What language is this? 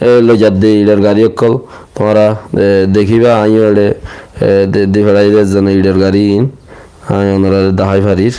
Rohingya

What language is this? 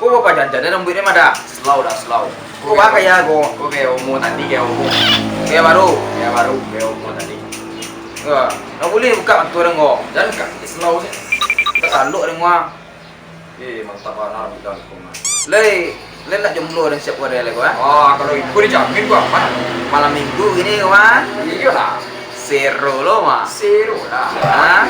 Minangkabau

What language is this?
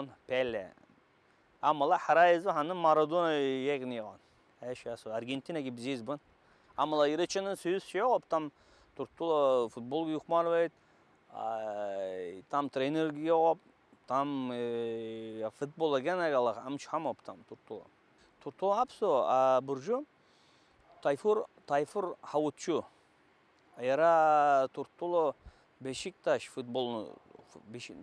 Abkhazian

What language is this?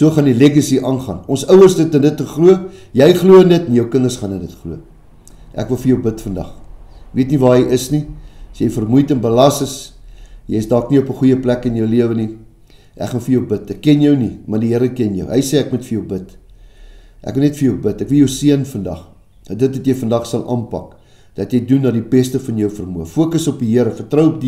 Afrikaans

